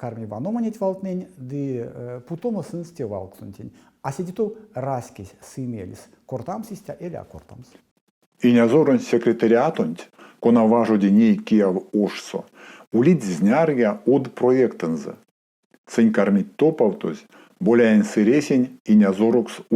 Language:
Erzya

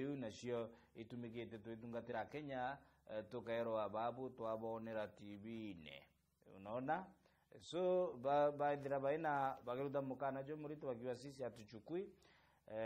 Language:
Meru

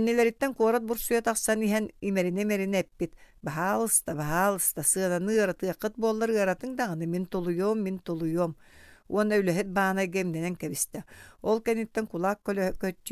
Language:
Yakut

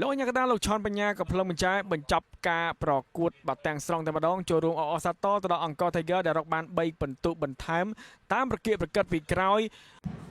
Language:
Khmer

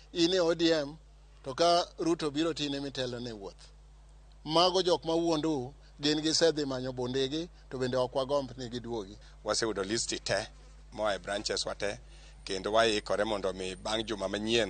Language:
Luo (Kenya and Tanzania)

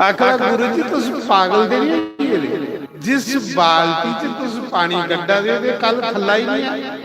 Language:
Dogri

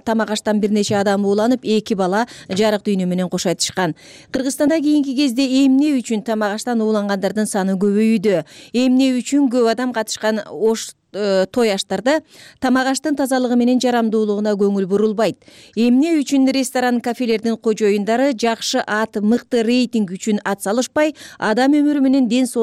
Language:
Kyrgyz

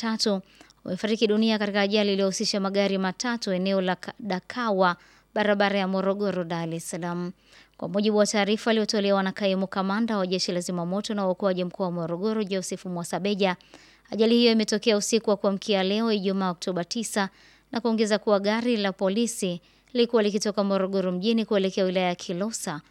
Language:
Swahili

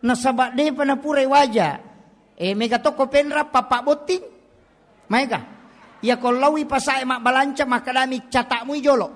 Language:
Buginese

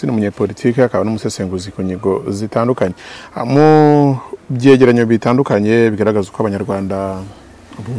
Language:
Kinyarwanda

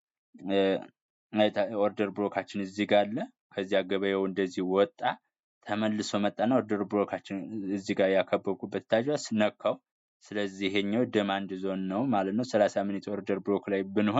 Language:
Amharic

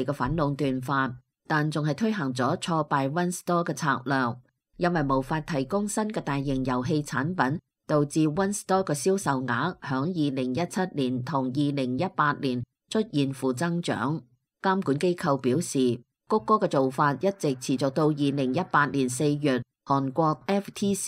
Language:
Cantonese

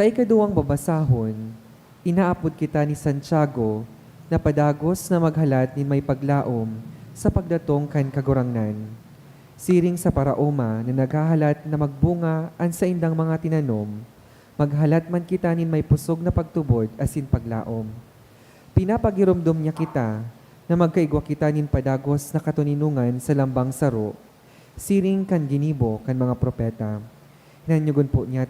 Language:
Bikol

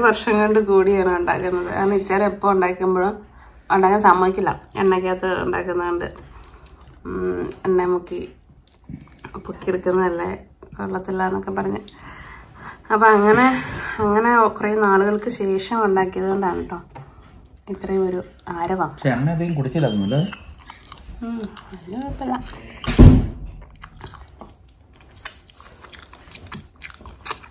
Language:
Malayalam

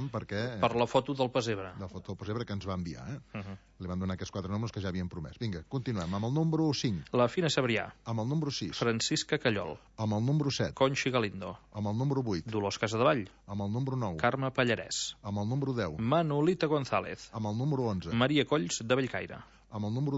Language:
Catalan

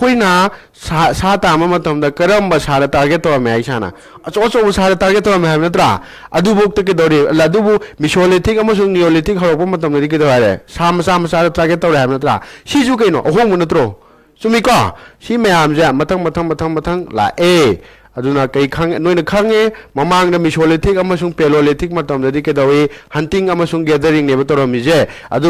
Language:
Manipuri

